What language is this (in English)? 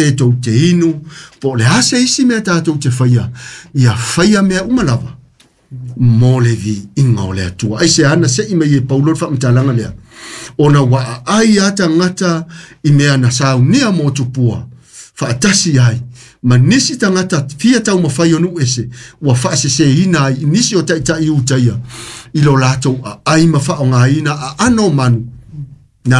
Samoan